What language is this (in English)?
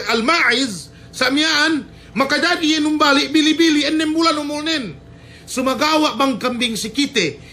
Yakan